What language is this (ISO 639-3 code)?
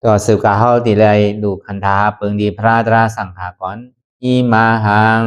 shn